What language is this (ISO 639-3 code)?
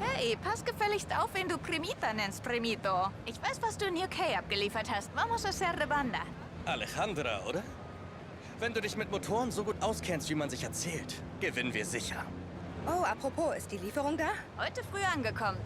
bar